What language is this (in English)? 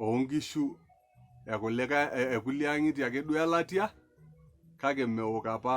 Masai